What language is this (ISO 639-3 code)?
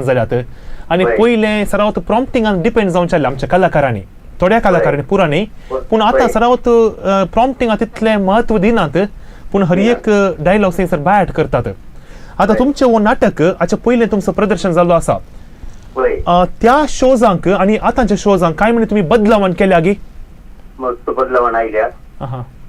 kok